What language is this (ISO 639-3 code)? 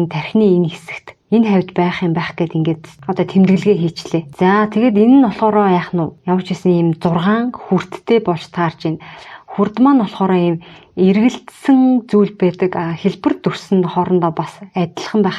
mon